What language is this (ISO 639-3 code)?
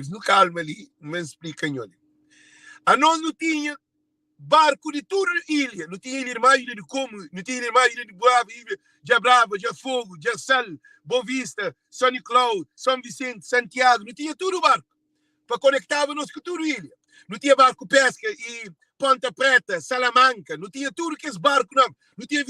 kea